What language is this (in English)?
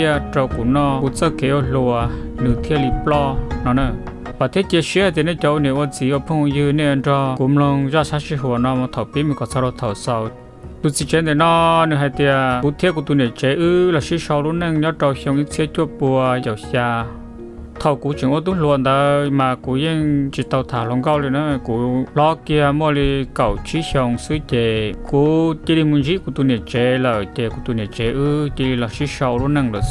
Hmong